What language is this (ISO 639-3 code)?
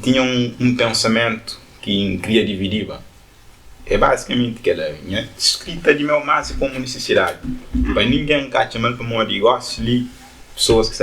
kea